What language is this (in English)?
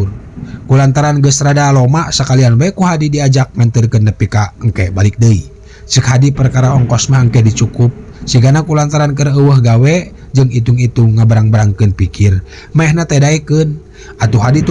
Sundanese